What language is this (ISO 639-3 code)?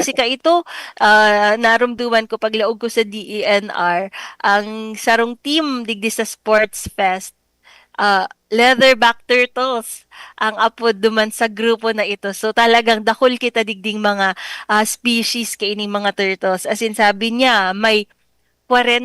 bik